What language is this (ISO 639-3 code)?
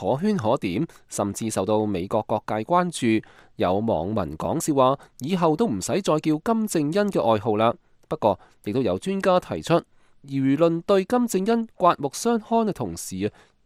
yue